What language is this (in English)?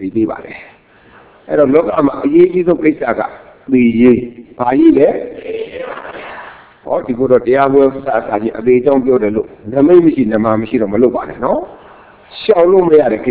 Burmese